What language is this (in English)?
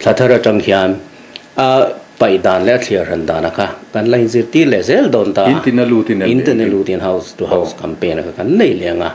Mizo